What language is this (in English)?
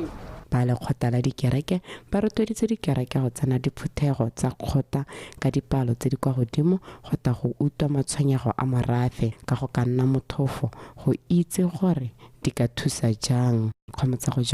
Tswana